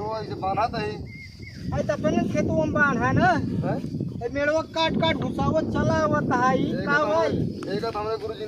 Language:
Awadhi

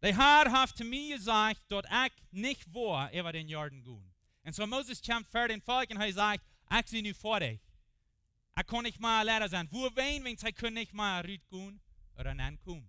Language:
Plautdietsch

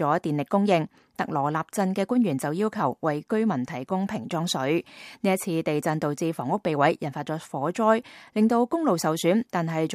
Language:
Cantonese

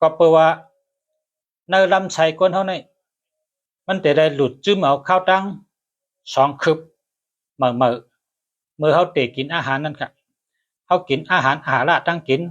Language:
Shan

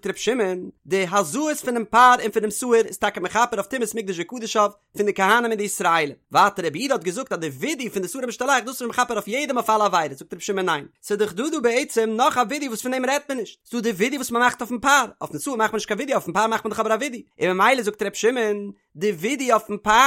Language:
Yiddish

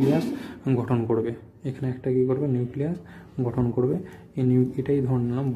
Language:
Bangla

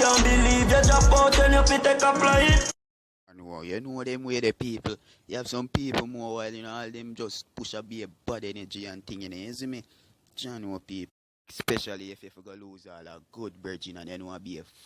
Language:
Jamaican Creole English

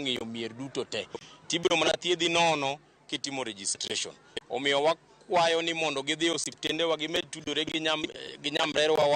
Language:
Luo (Kenya and Tanzania)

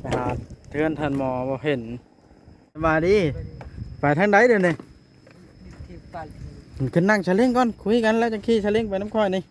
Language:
Northeastern Thai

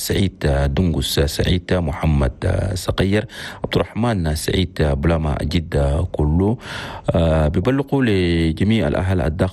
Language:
Chadian Arabic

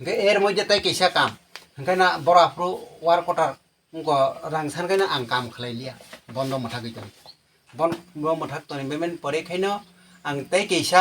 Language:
Kok Borok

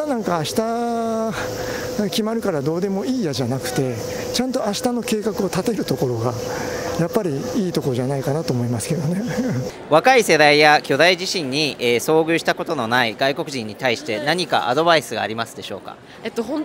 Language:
Japanese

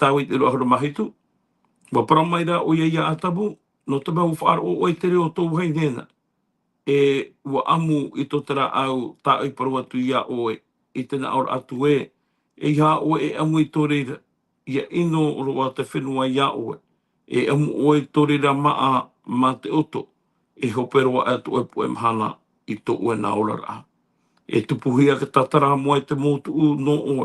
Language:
Tahitian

